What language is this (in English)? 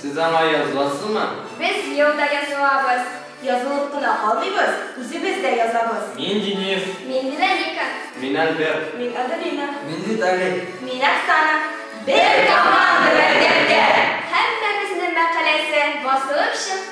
Tatar